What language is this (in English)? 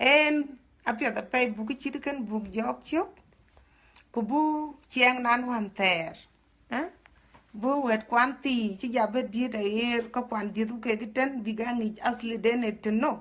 Dinka